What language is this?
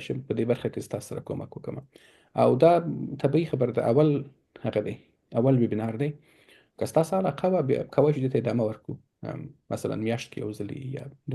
Pashto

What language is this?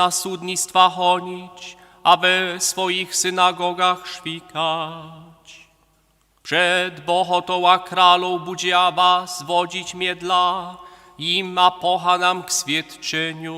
Upper Sorbian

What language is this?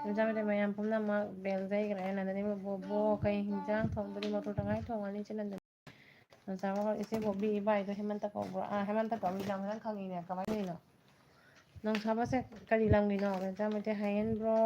Manipuri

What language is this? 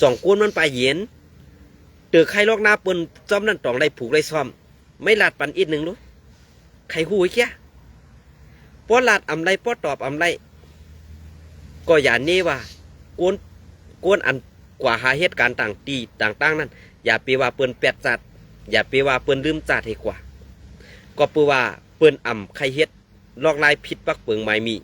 Shan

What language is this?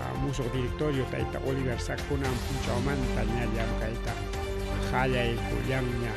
Ayacucho Quechua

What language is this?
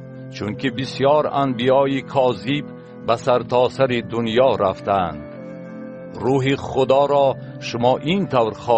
Tajik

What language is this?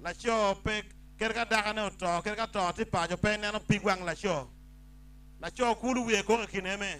Acoli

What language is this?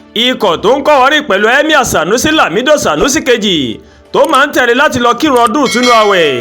Yoruba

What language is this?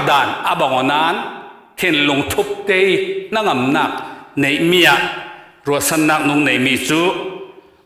Falam Chin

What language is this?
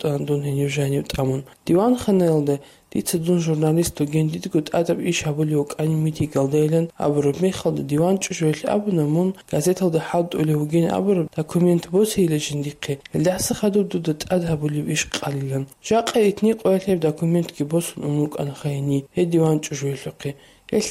Avaric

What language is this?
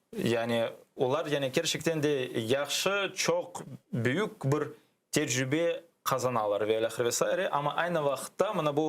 Crimean Tatar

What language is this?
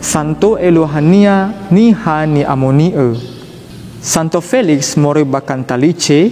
Nias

